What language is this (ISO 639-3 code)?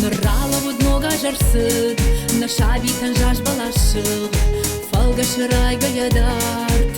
oss